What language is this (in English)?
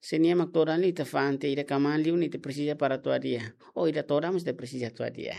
Tetum